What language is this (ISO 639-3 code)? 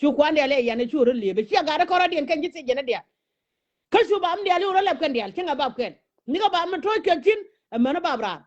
nus